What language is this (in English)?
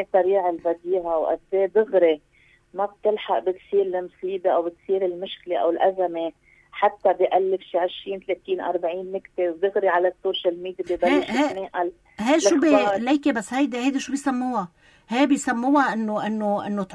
North Levantine Arabic